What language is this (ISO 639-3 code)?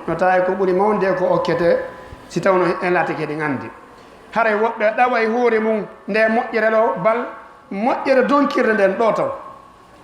ful